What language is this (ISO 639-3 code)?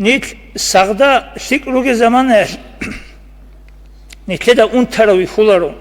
ava